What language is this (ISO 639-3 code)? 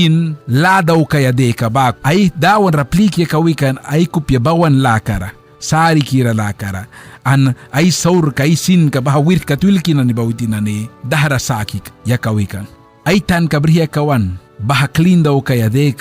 miq